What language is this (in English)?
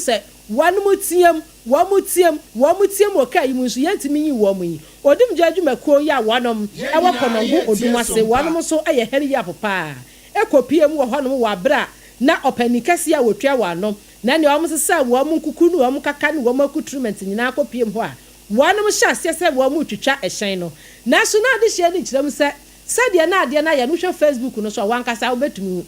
Akan